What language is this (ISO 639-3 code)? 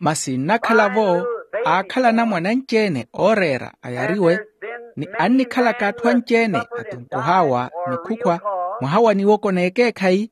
vmw